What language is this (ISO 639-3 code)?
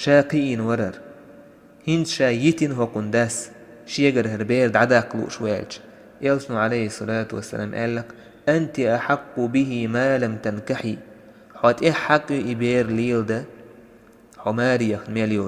che